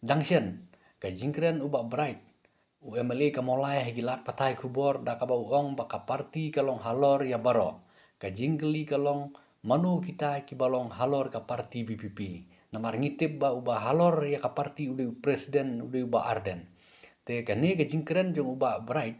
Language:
Khasi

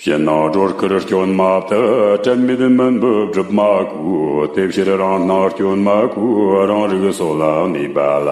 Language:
Tibetan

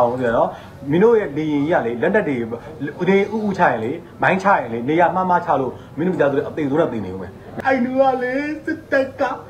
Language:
Burmese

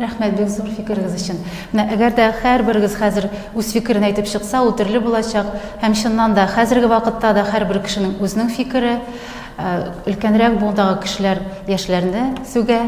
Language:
Tatar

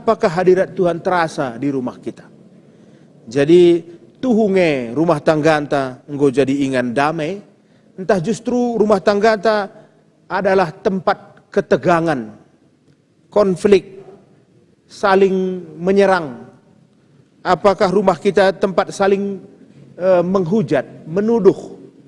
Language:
Batak Karo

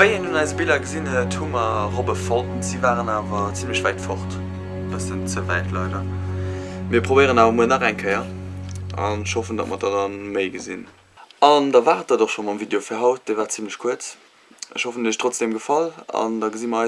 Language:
Luxembourgish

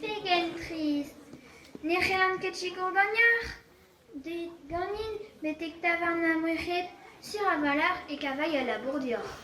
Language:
Breton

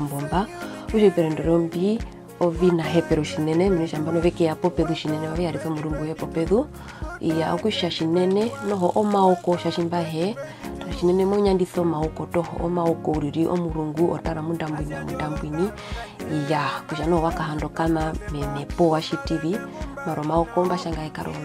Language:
Herero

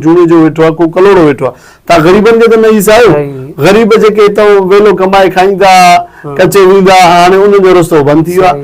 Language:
Sindhi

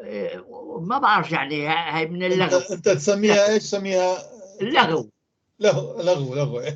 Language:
North Levantine Arabic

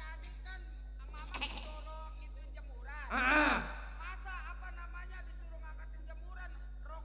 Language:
Betawi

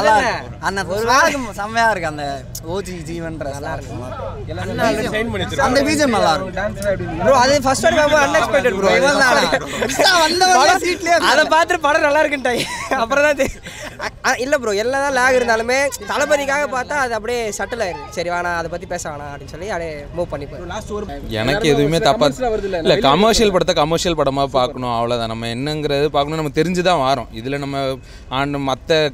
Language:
Tamil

